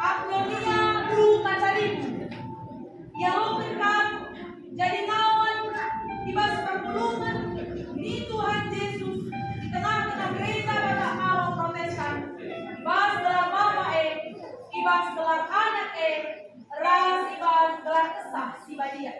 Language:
Batak Karo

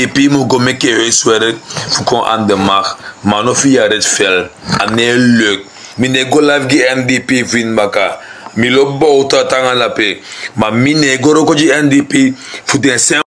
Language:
Sranan Tongo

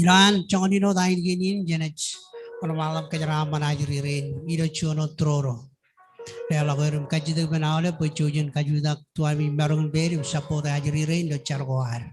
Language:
Marshallese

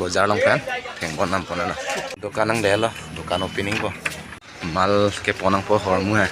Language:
Karbi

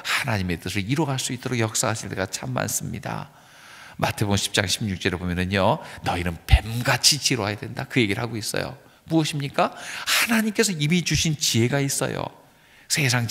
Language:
Korean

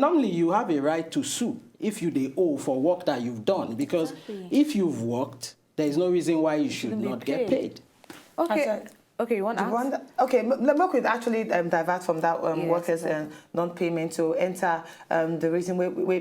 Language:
Nigerian Pidgin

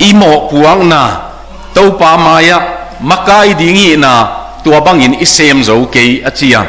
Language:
Tedim Chin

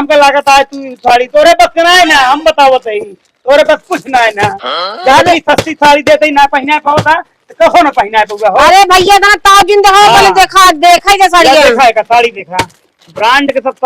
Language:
Awadhi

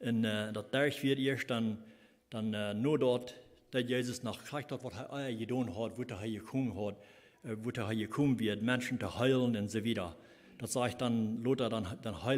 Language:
Plautdietsch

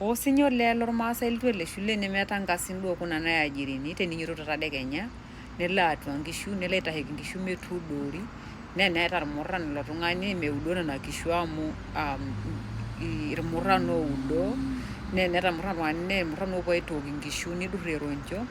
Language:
Masai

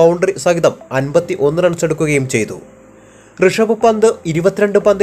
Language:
Malayalam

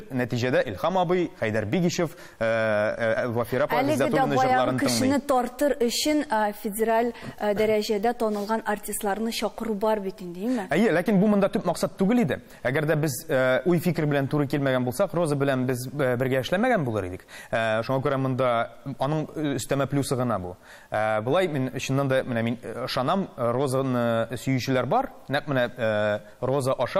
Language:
Tatar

